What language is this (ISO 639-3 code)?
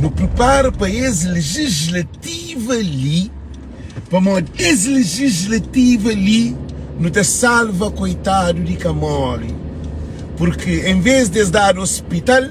kea